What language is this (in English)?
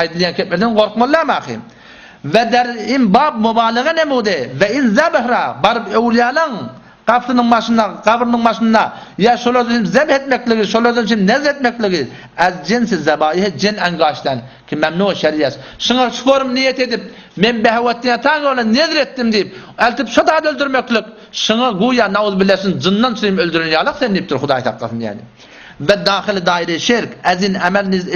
Turkmen